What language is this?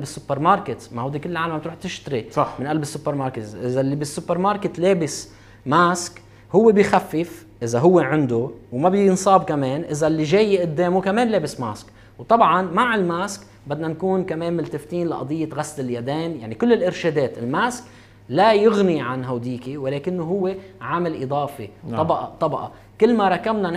North Levantine Arabic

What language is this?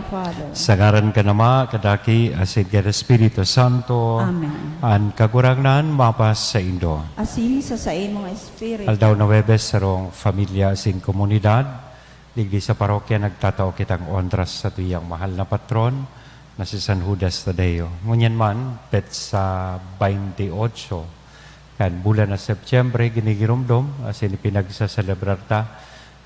Bikol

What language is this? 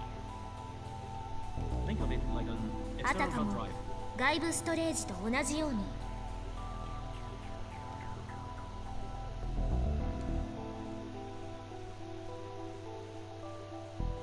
Japanese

